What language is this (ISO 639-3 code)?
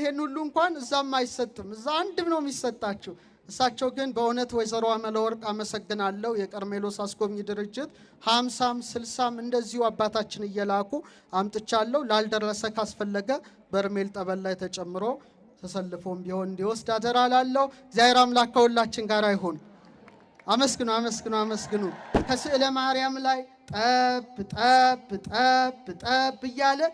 amh